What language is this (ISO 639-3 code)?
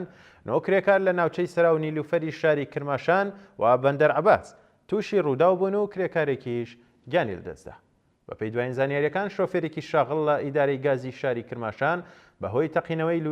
ckb